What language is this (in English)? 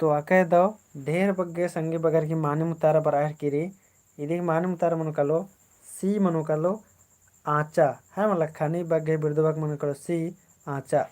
Kurukh